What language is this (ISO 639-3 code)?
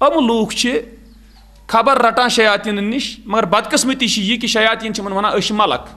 kas